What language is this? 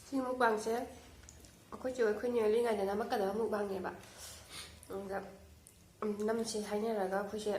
Manipuri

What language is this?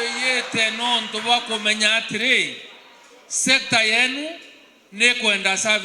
Meru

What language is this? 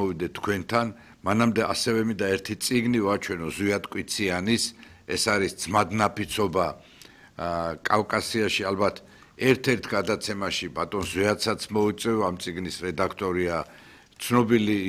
Georgian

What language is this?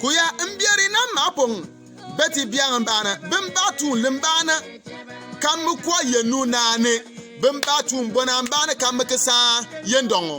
Bimoba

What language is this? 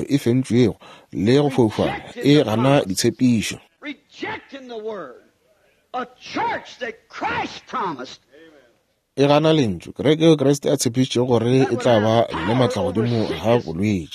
Northern Sotho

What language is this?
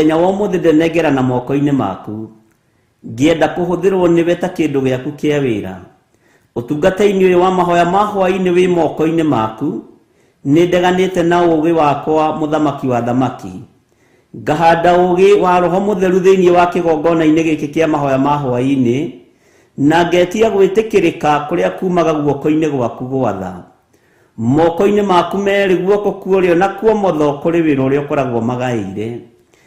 Kikuyu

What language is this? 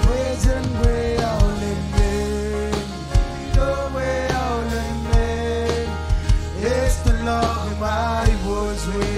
Marshallese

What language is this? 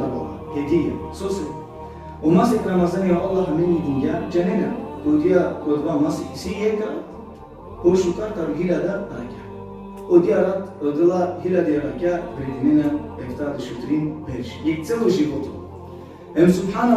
Balkan Romani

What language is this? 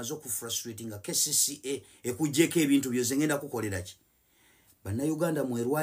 Ganda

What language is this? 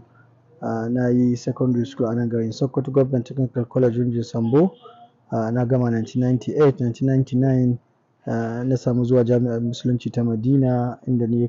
Hausa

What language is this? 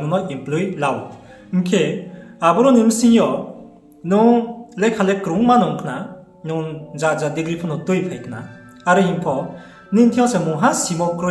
Riang (India)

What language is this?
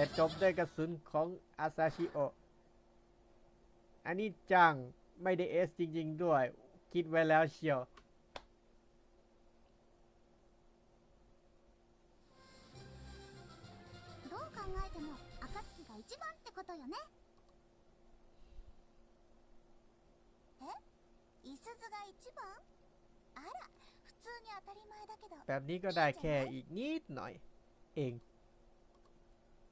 Thai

